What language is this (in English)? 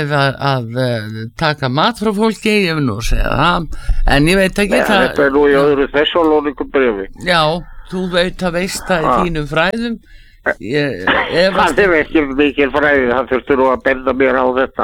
Icelandic